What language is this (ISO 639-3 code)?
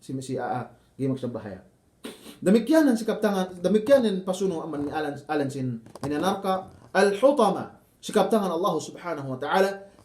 yka